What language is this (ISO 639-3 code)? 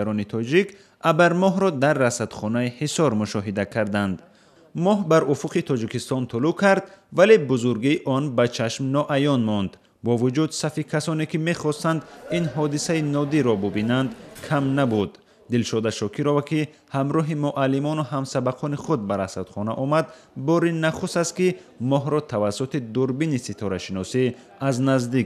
tgk